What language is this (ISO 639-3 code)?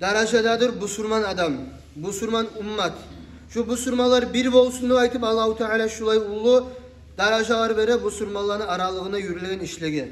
kum